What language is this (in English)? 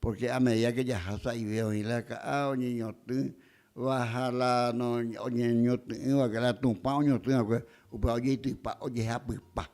Guarani